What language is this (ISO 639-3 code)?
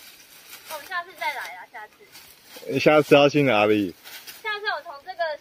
zho